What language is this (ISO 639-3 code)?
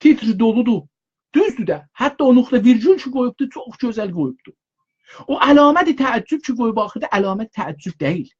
azb